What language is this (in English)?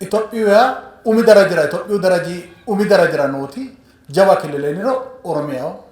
Sidamo